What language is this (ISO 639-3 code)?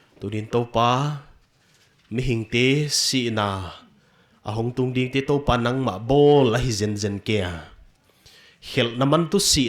pck